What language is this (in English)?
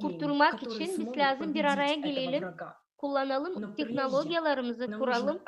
Gagauz